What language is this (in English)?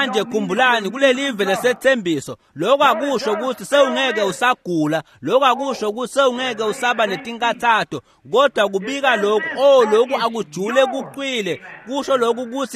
Swati